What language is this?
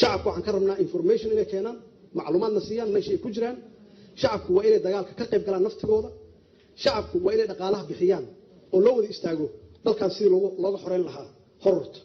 Somali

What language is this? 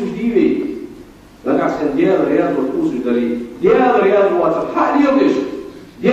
Ingush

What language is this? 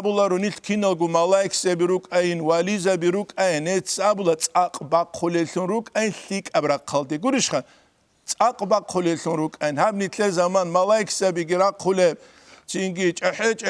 Avaric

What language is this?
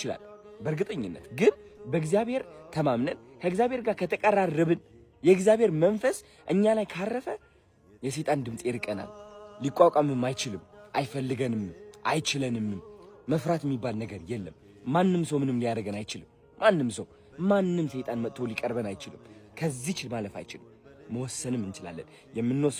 Amharic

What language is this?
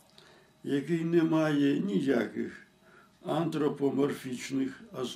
Ukrainian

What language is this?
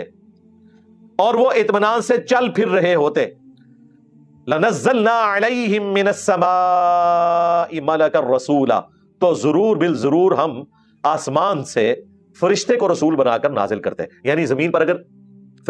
Urdu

